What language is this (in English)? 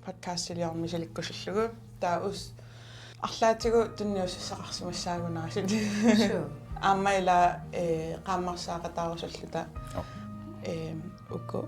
Kalaallisut